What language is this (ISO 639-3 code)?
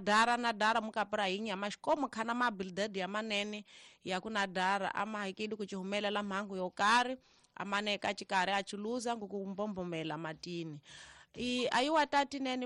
tso